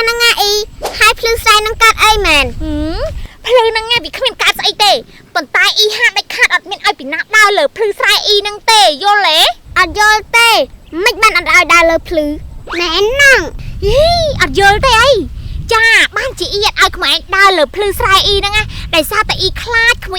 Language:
Khmer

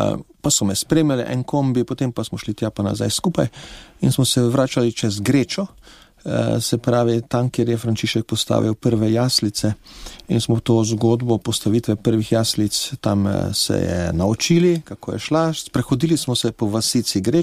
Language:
Slovenian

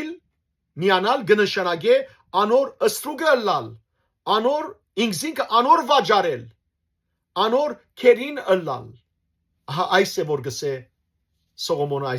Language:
Western Armenian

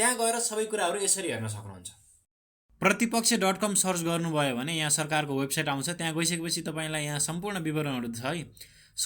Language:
Nepali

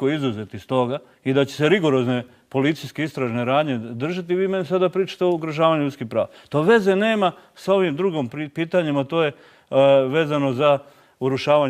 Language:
Bosnian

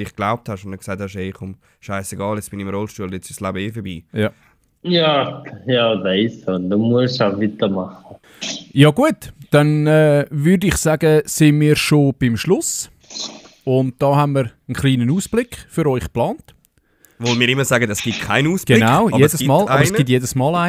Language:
Swiss German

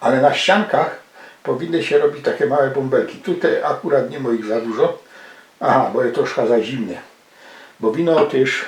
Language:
Silesian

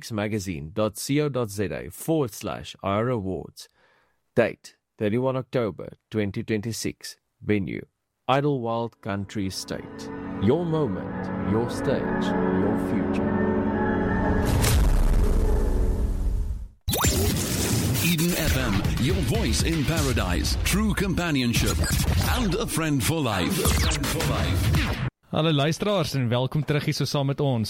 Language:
Afrikaans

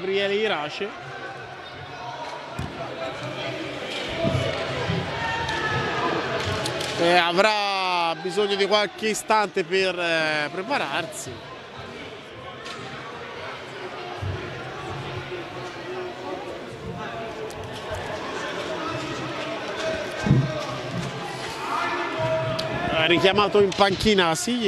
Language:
Italian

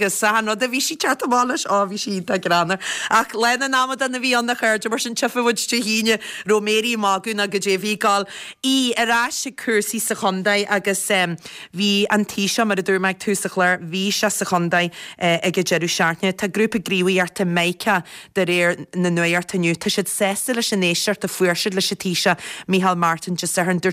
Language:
Irish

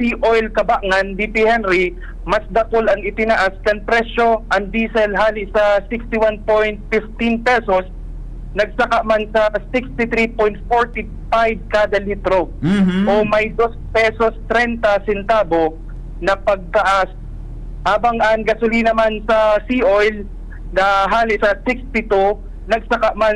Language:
Bikol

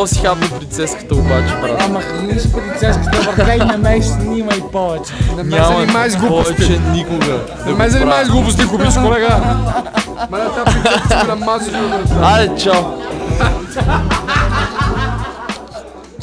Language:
Bulgarian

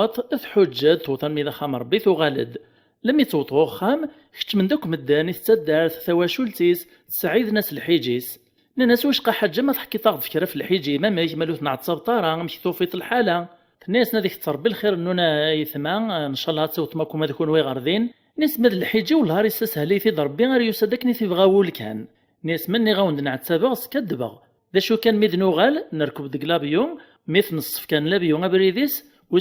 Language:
Kabyle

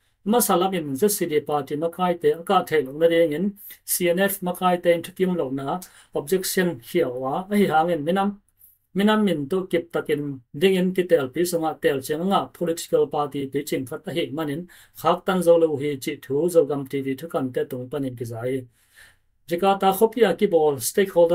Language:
Tedim Chin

